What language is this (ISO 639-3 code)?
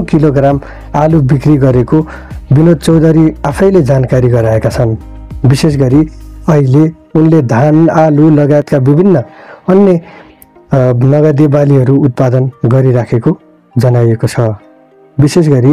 nep